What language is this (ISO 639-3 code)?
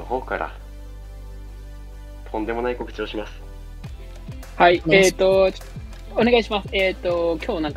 jpn